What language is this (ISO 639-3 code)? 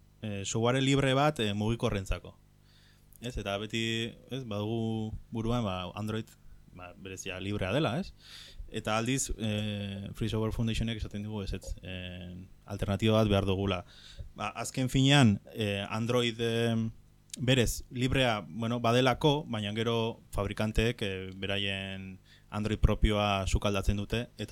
eus